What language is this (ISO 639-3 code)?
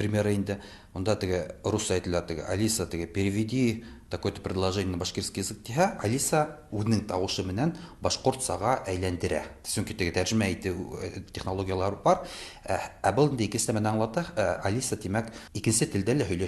tat